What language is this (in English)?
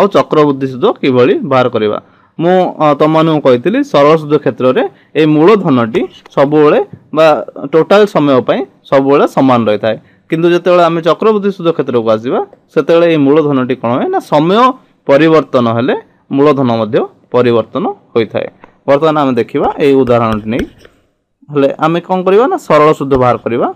Odia